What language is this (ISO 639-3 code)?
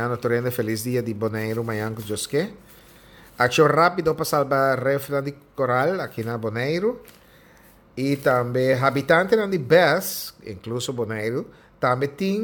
pap